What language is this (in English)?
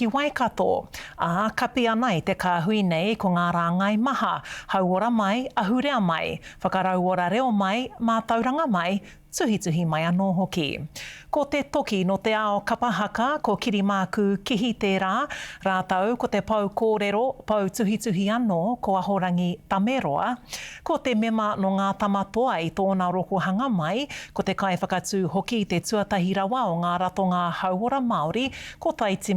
Māori